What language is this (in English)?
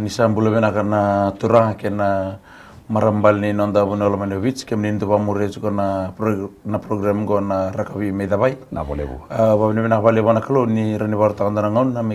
Fijian